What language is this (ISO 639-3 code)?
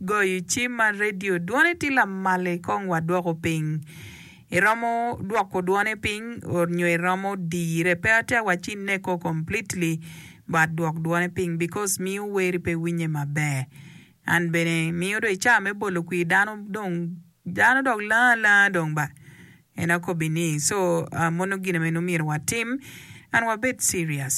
ach